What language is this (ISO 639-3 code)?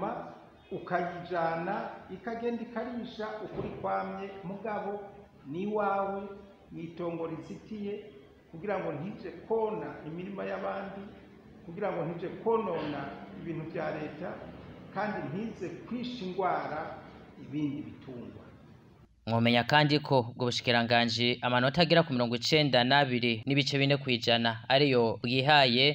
run